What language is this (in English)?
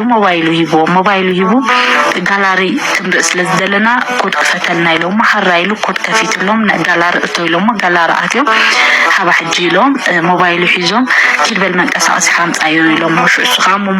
Tigrinya